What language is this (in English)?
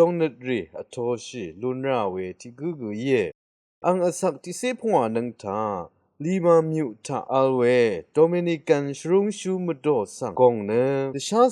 Rawang